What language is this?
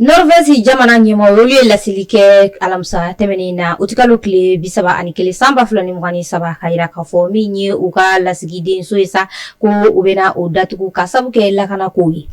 Bambara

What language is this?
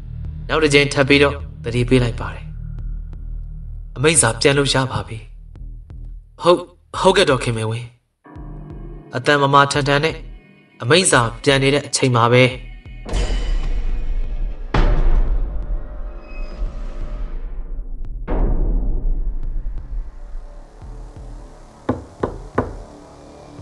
Burmese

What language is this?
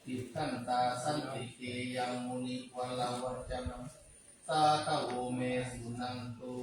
Pali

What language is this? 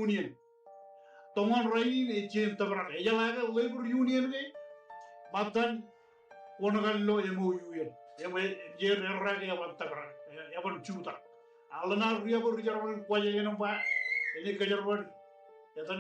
Marshallese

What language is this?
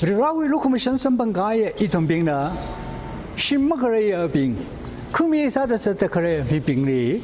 Tangkhul Naga (India)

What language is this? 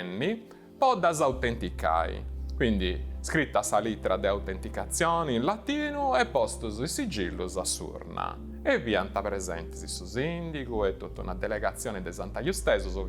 Sardinian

